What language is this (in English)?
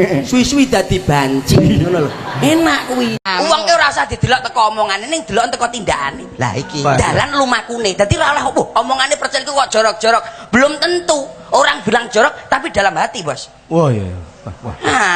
Javanese